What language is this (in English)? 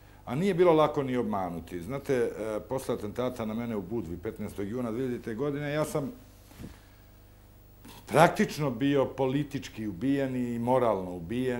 Serbian